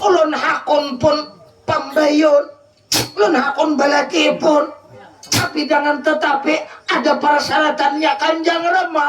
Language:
Banjar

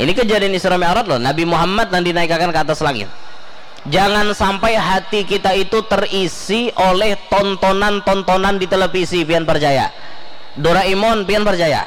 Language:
Banjar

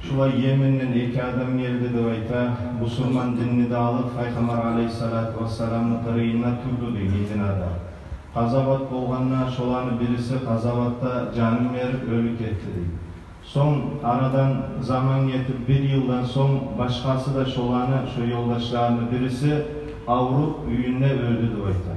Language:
Kumyk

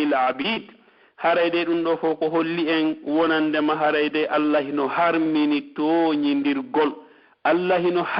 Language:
Pular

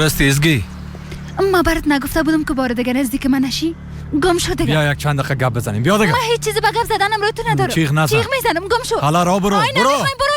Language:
Persian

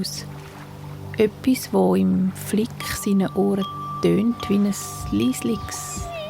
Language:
Swiss German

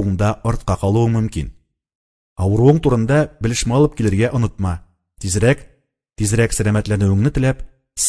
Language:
Tatar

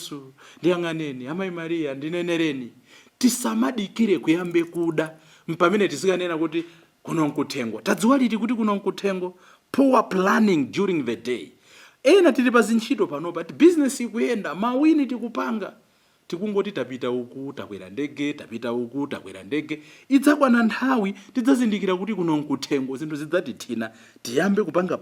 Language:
Nyanja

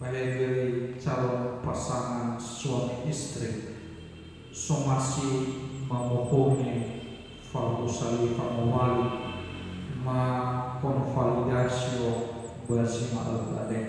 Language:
Nias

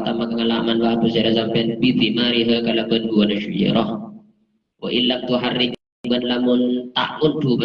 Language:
Madurese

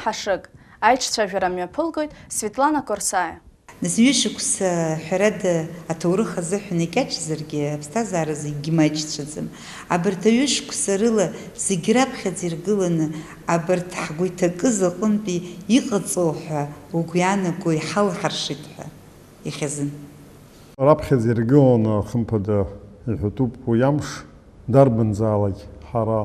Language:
Abkhazian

